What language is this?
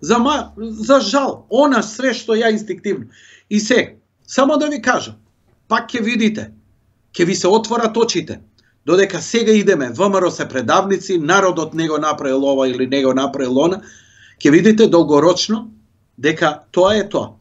Macedonian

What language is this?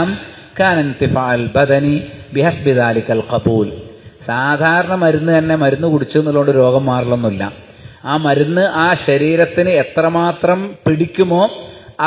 Malayalam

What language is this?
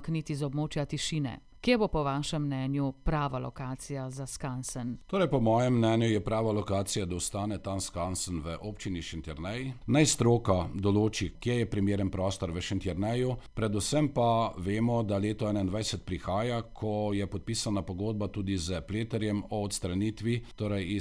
Slovenian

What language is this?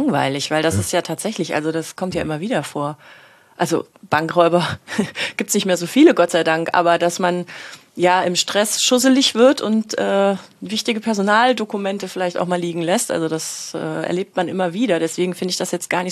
German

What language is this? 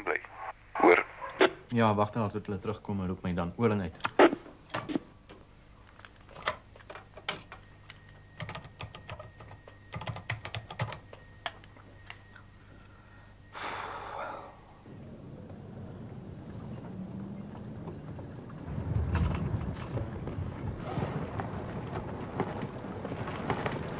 Afrikaans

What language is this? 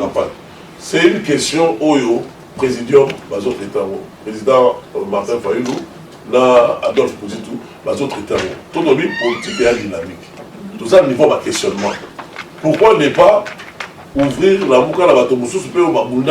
Lingala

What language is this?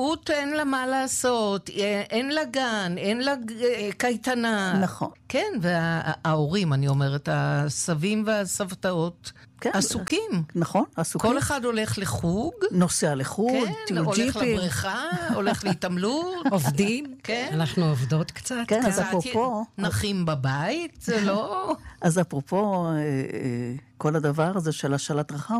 Hebrew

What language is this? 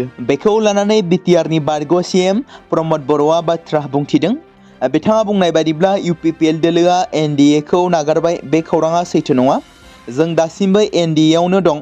Bodo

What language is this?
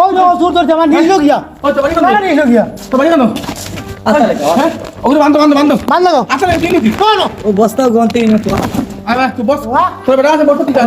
Sylheti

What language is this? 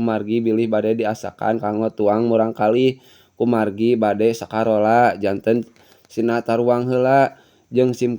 Sundanese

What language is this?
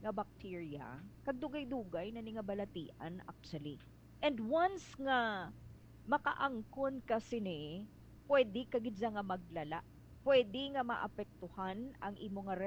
Hiligaynon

